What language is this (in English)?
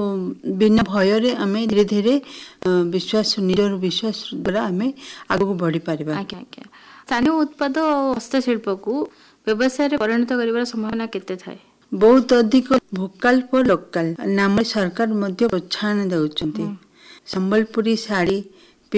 Odia